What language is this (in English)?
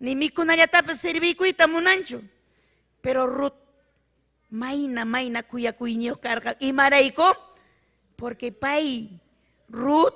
Ayacucho Quechua